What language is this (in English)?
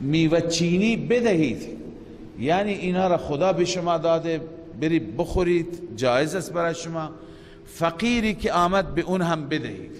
Persian